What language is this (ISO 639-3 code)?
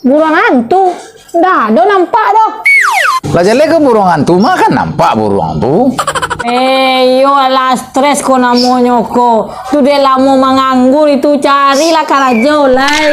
min